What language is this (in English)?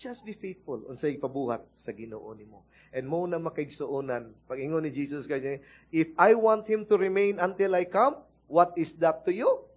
Cebuano